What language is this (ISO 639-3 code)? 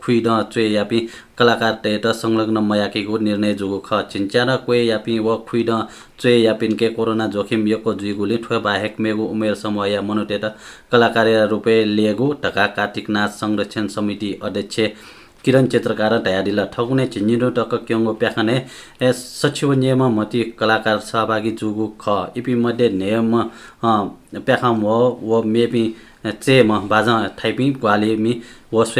new